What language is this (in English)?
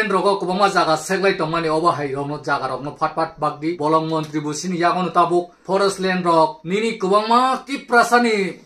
Kok Borok